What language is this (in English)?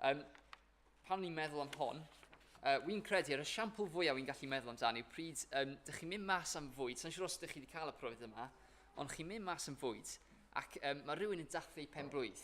Welsh